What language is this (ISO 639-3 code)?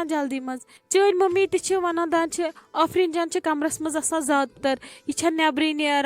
kas